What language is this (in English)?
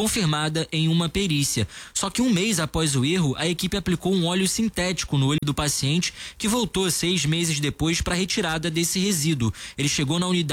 Portuguese